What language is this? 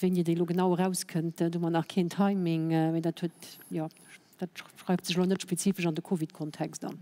Luxembourgish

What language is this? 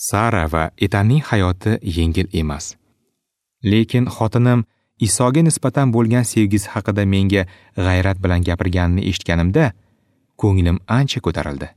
Uzbek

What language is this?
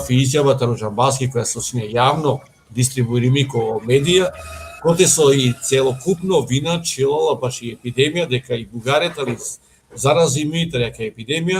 Balkan Romani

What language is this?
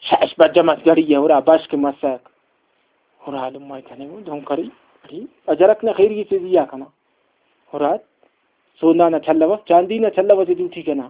Brahui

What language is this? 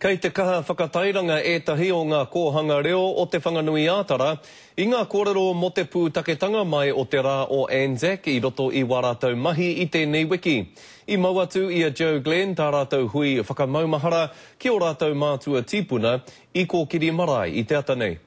Māori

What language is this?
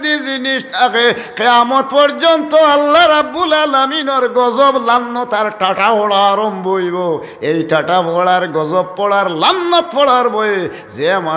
Sylheti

